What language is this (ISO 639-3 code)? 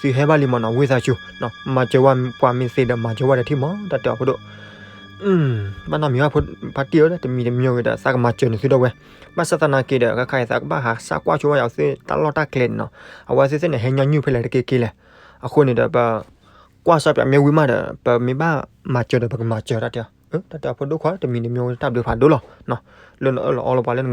ksw